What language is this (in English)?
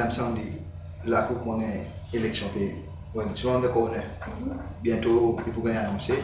Seselwa Creole French